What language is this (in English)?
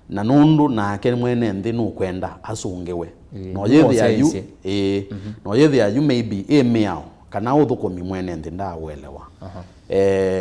Kamba